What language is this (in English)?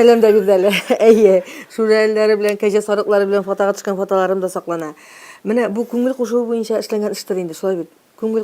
Tatar